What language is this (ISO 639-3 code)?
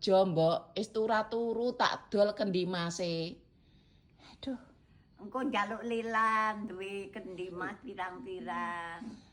jav